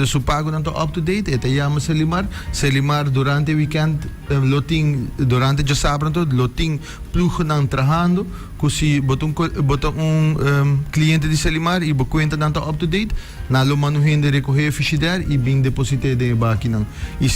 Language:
Papiamento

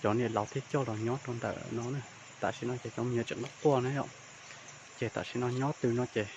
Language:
Hmong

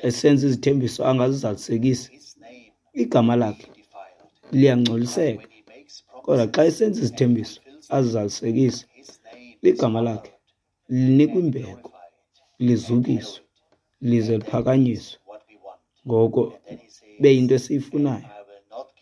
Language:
Xhosa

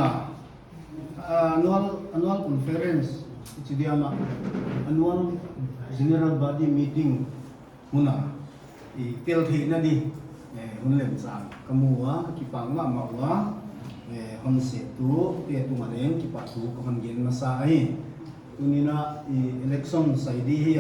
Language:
Paite Chin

